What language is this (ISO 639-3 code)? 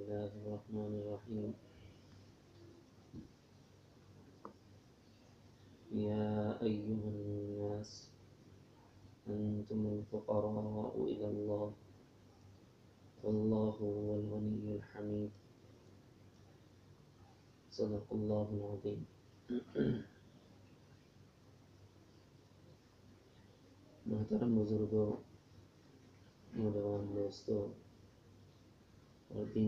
urd